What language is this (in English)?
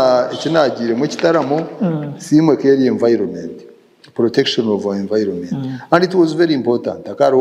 Nyankole